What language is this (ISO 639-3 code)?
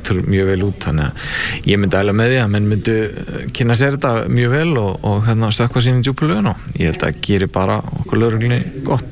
isl